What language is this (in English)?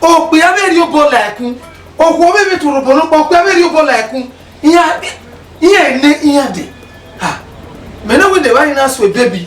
Bini